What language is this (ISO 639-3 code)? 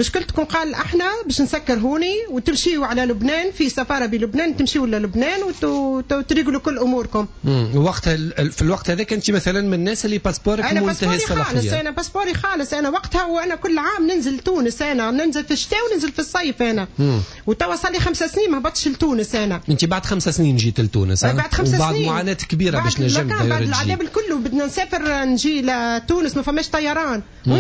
aeb